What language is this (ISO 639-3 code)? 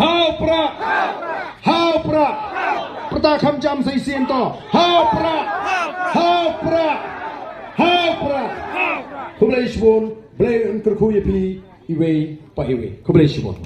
kha